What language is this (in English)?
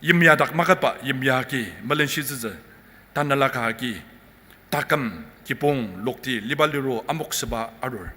Ao Naga